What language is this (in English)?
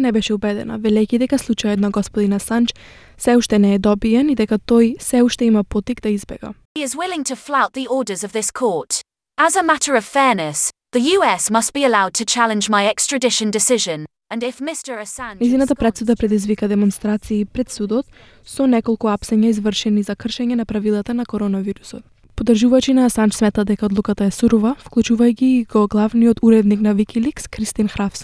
Macedonian